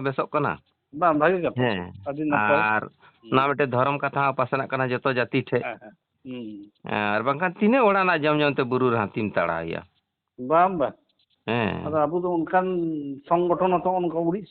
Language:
Santali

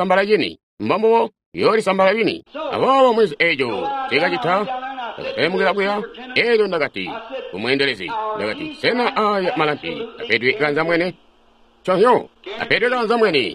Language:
Tonga (Zambia)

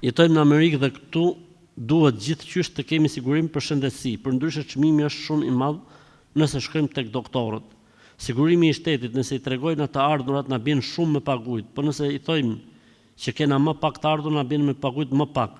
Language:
Albanian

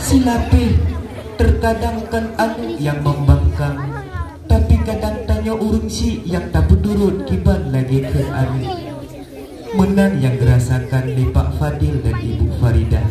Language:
Achinese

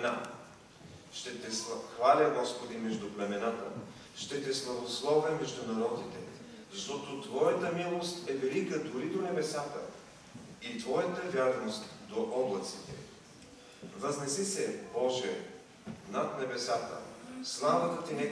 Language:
Bulgarian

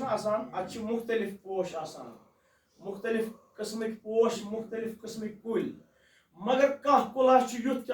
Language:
Kashmiri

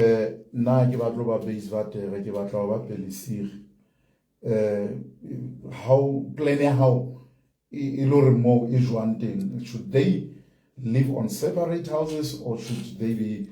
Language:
Southern Sotho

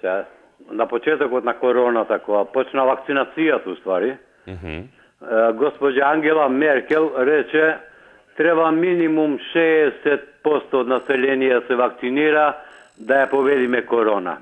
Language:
Macedonian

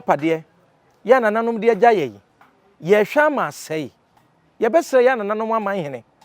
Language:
Akan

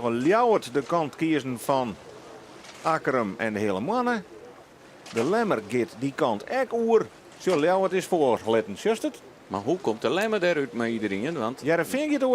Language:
Western Frisian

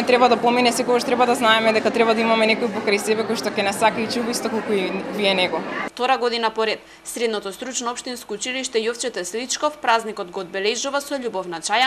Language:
Macedonian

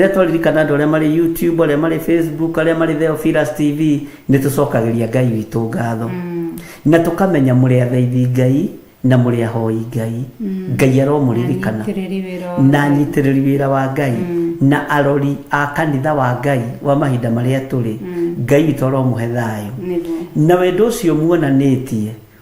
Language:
Kikuyu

